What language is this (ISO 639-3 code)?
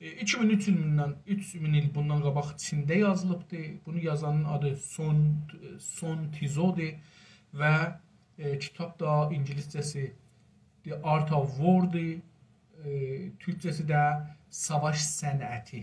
azb